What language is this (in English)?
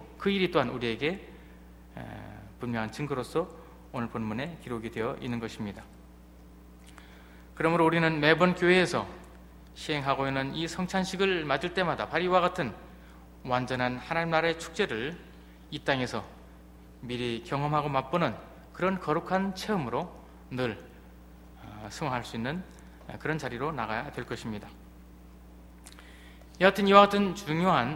Korean